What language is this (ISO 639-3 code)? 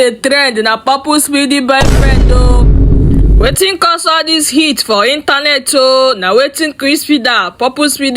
pcm